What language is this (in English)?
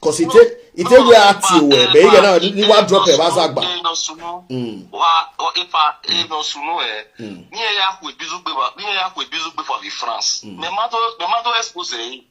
Nigerian Pidgin